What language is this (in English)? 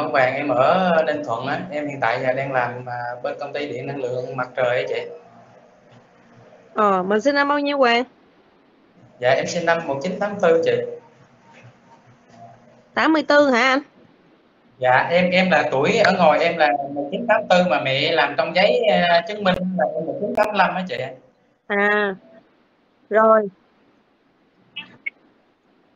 Vietnamese